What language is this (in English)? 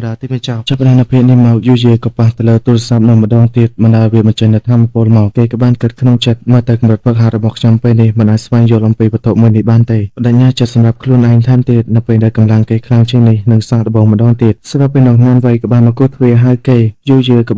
Khmer